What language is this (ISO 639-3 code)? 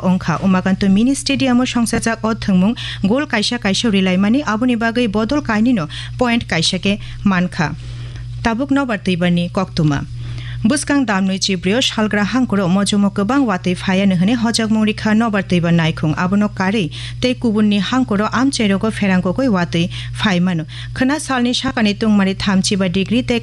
trp